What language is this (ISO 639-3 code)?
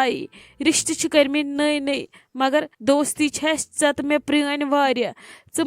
kas